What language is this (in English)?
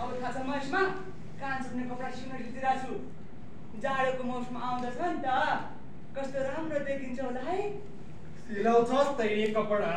Nepali